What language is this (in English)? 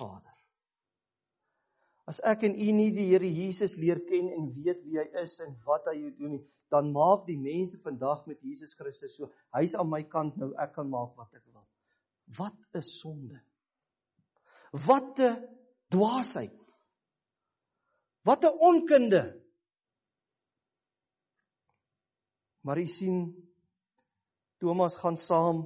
Afrikaans